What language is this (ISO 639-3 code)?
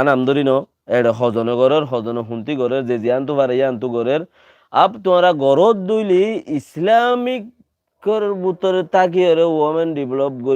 rhg